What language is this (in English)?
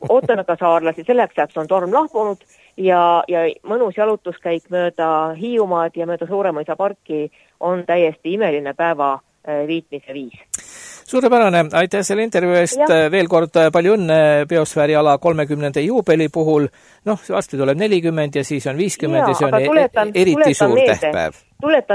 Estonian